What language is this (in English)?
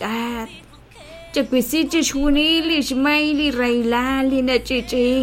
Kekchí